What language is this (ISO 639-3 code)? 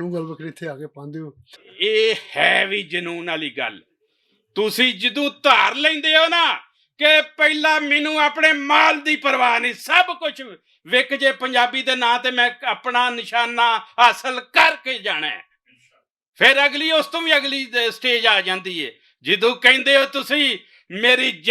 lah